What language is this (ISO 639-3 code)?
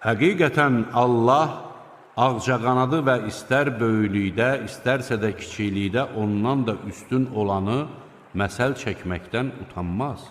aze